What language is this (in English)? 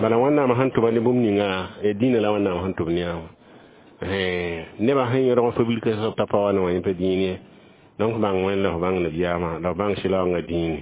Mossi